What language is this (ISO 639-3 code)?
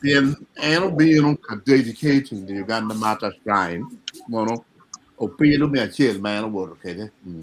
ach